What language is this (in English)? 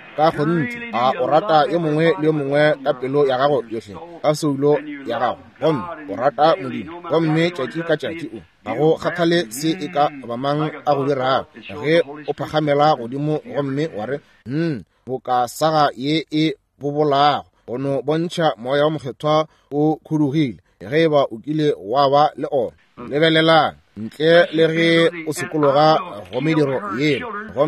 Northern Sotho